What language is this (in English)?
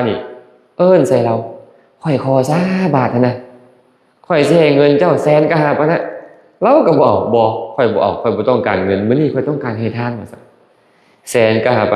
Lao